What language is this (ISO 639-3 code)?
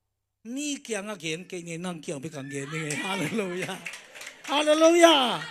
ctd